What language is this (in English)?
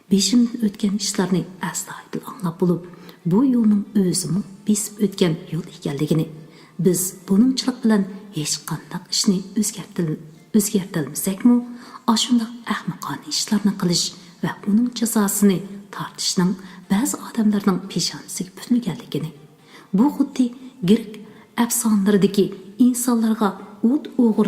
Uyghur